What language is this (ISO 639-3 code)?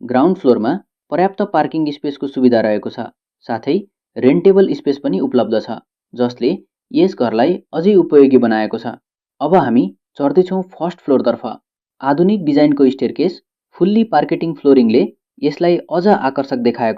nep